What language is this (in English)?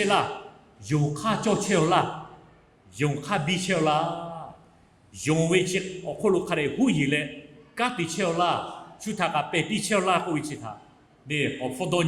Lahu